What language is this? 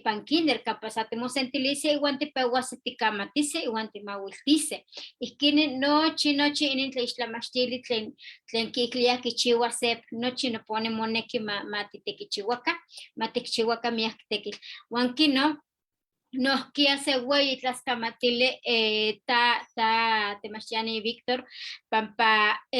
Eastern Huasteca Nahuatl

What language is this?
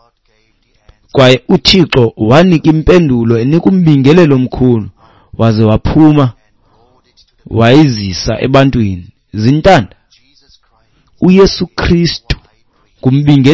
Xhosa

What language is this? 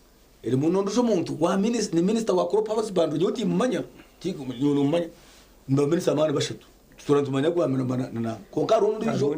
Nyankole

